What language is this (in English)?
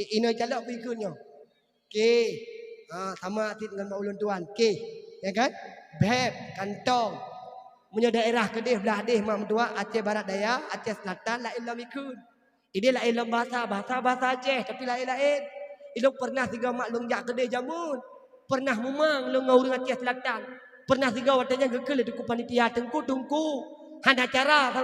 Achinese